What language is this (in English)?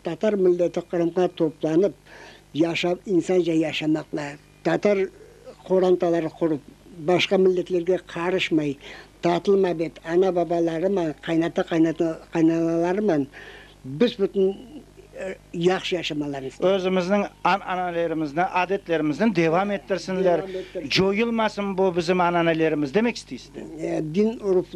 Crimean Tatar